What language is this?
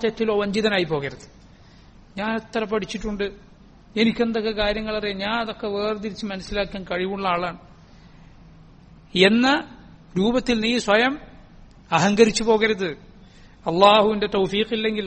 Malayalam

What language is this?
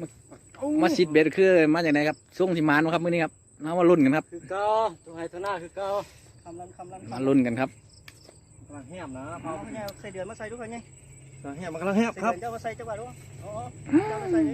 Northeastern Thai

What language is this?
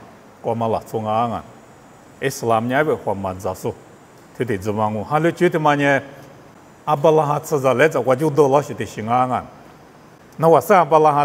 Lisu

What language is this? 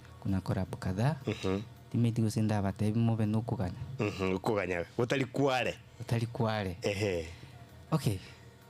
Gusii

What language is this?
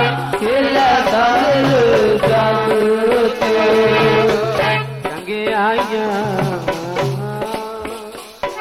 Punjabi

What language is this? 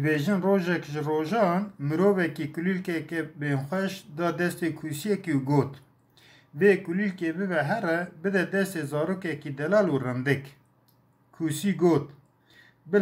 Kurdish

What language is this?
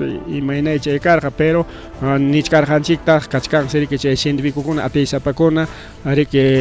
Ayacucho Quechua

